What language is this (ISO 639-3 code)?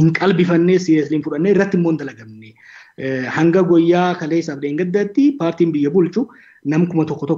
orm